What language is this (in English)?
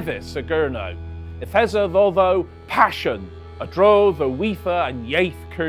Cornish